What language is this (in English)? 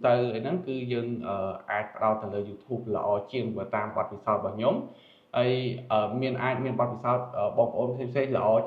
Khmer